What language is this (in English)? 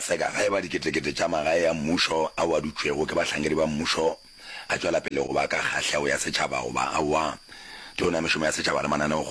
Northern Sotho